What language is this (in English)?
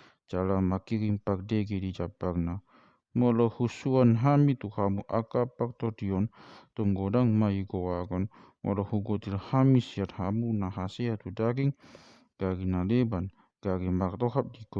Batak Toba